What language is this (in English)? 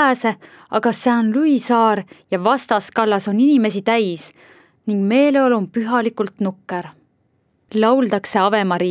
Estonian